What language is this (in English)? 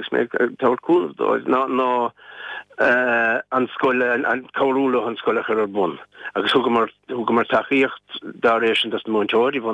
Irish